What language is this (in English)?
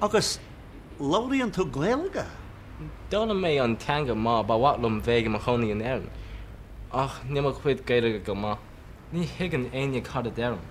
Irish